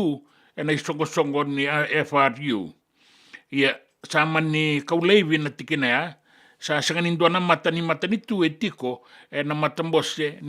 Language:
Fijian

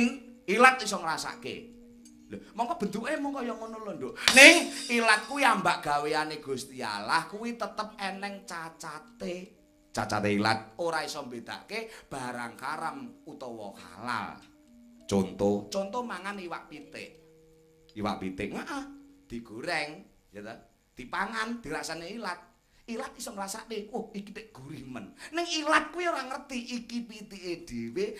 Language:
Javanese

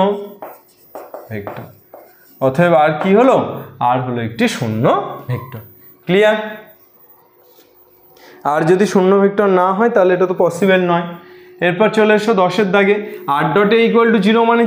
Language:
Bangla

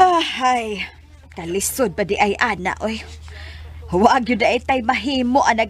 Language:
Cebuano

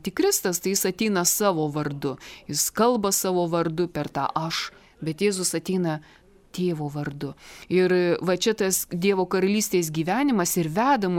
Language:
Lithuanian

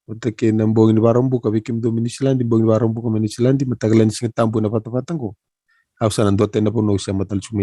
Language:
Fijian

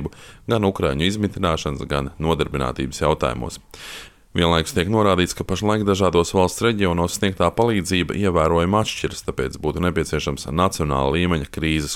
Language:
Latvian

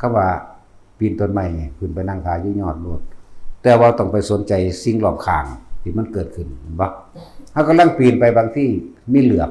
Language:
Northeastern Thai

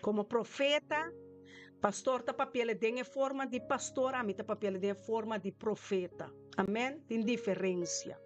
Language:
Papiamento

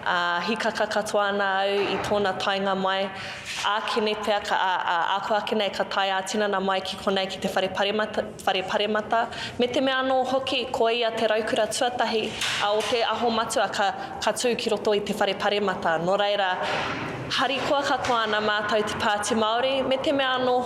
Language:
Māori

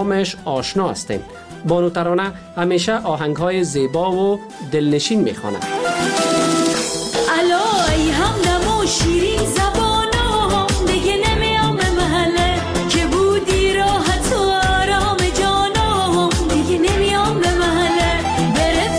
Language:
Persian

